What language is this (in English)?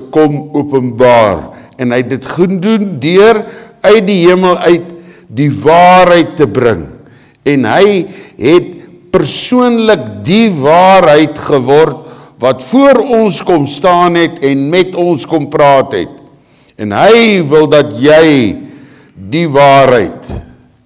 Afrikaans